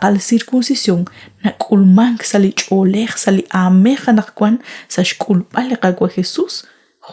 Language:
Kekchí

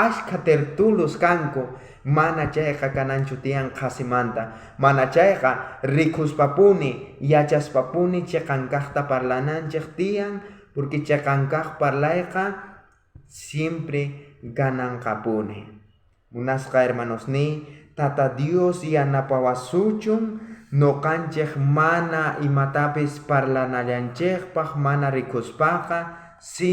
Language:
South Bolivian Quechua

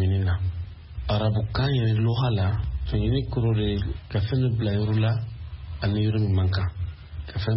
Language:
Bambara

